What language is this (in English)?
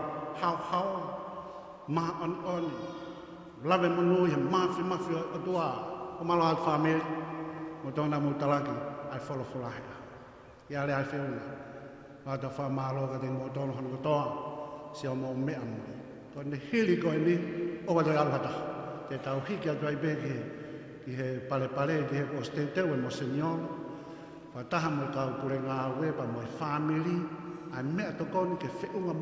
Tongan